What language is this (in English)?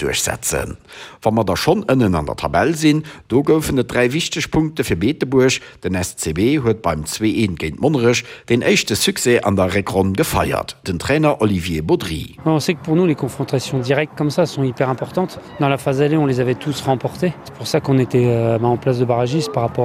Luxembourgish